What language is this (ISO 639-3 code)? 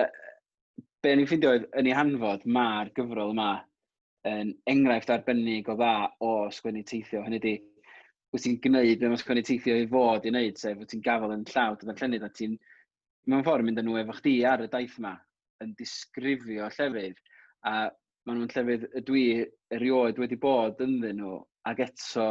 cym